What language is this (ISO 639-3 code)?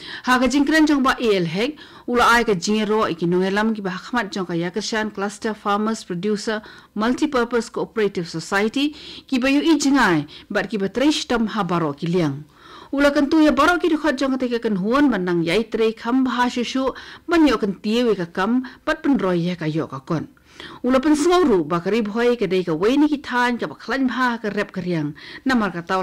kha